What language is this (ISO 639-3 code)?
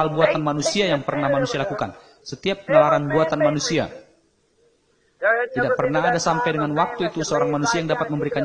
ind